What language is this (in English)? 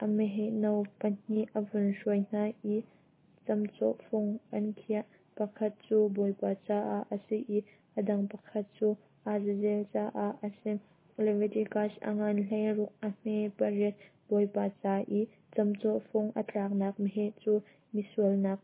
Hakha Chin